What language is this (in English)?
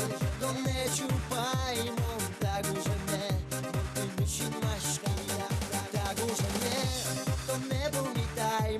Udmurt